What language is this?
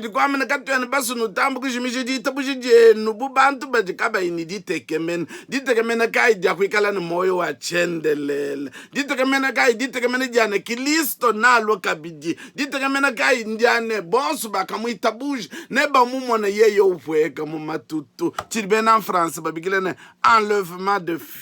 Luba-Lulua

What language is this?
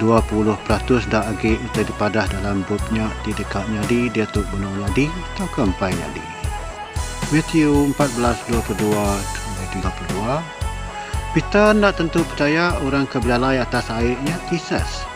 Iban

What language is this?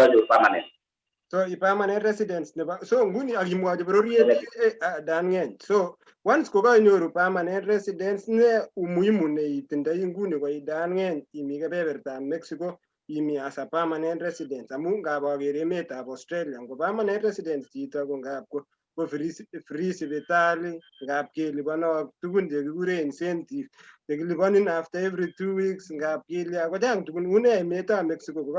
Kalenjin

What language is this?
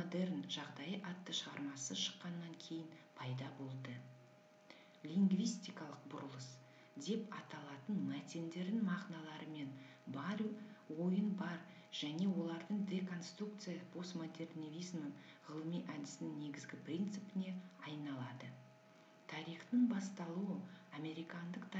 Kazakh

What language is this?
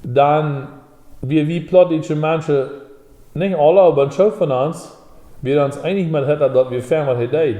Plautdietsch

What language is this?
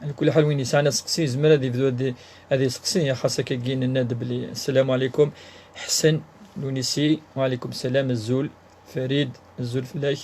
Kabyle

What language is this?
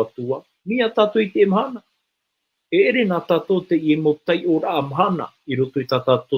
Tahitian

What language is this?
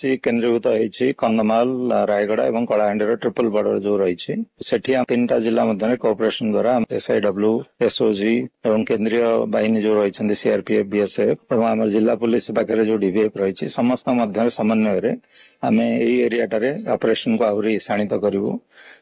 Odia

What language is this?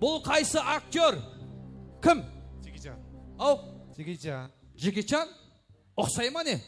Kara-Kalpak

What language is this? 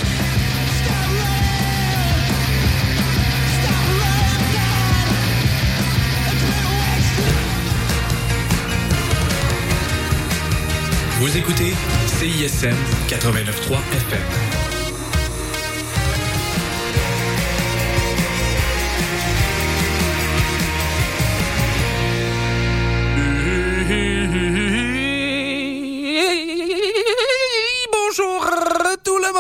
French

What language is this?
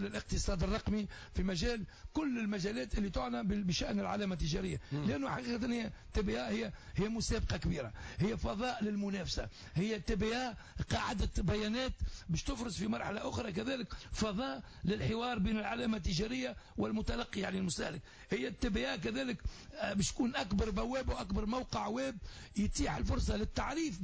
Tunisian Arabic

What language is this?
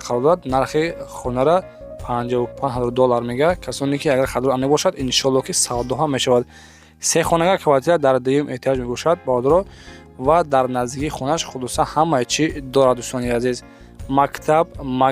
Tajik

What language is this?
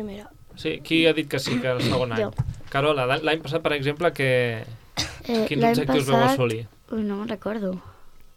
Catalan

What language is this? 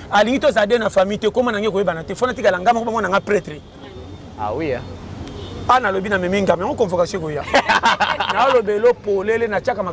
Lingala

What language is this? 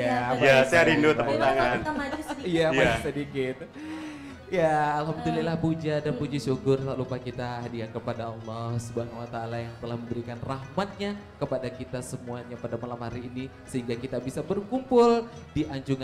Banjar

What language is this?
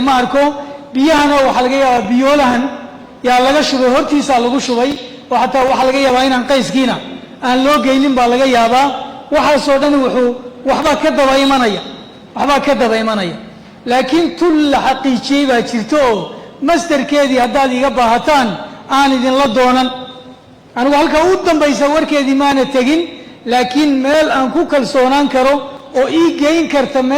Somali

